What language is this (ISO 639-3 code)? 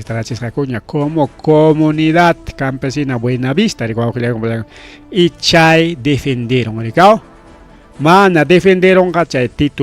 quy